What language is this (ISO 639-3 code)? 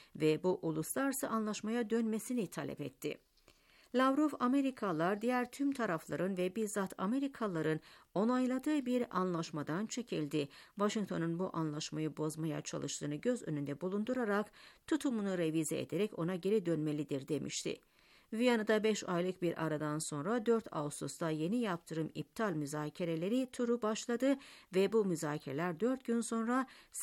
tur